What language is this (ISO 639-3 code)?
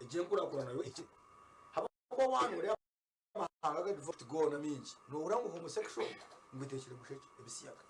nyn